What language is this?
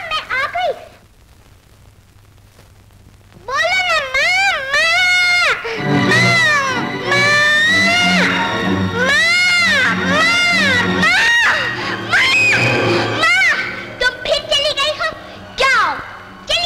Hindi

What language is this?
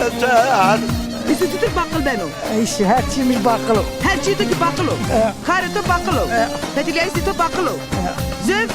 Zaza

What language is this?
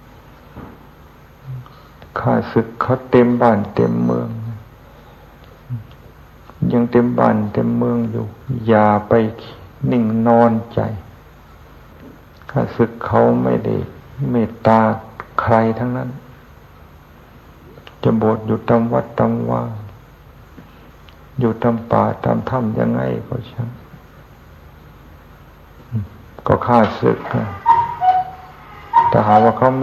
Thai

